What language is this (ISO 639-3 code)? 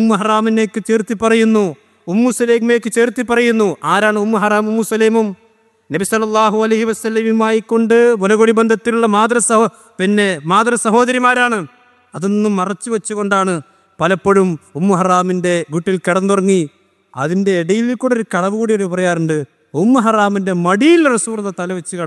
mal